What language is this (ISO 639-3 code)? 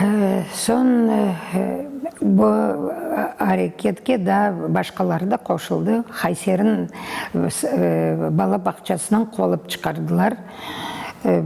crh